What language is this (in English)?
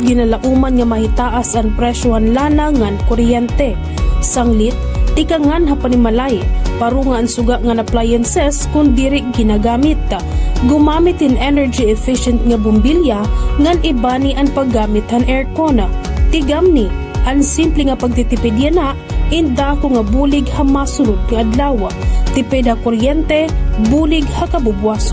Waray